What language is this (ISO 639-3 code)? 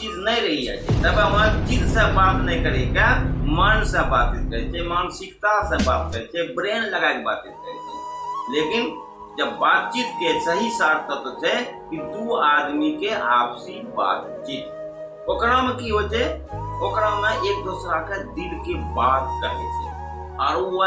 anp